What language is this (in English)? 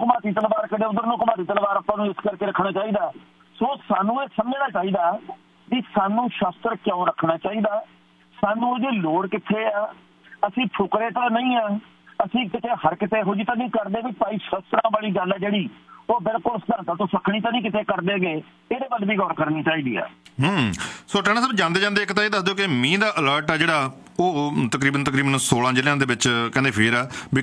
Punjabi